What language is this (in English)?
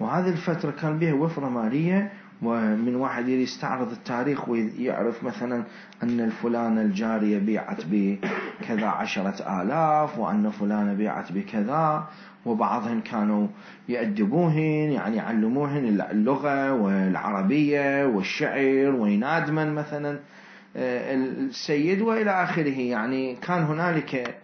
Mesopotamian Arabic